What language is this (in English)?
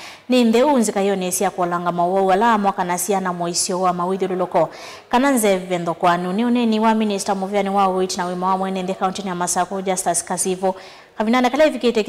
Kamba